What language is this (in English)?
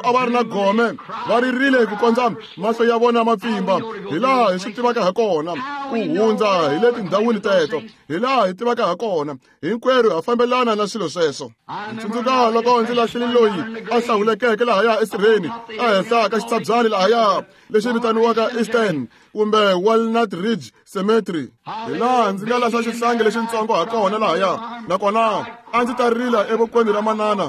Tsonga